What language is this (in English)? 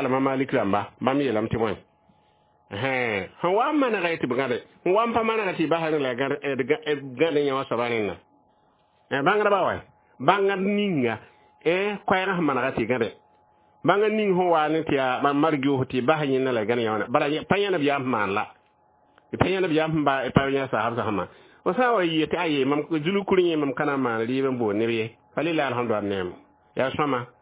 Mossi